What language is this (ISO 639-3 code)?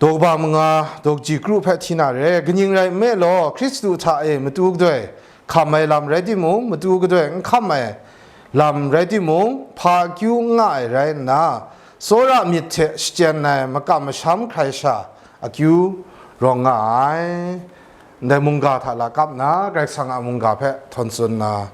kac